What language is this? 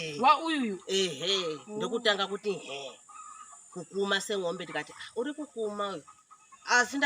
Shona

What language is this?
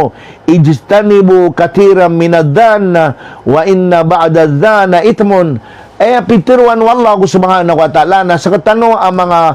Maranao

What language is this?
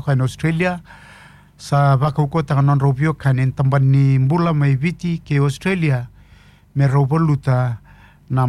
Fijian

